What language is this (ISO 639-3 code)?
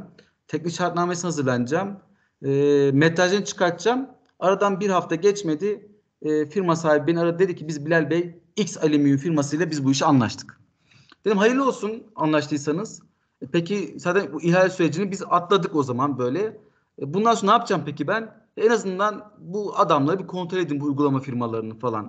tur